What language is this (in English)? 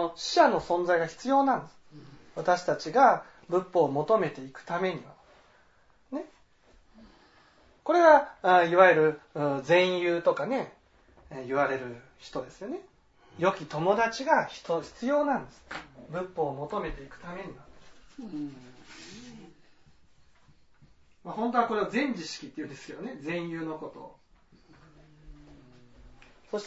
Japanese